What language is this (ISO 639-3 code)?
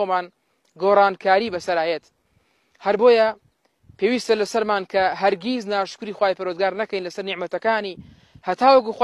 ckb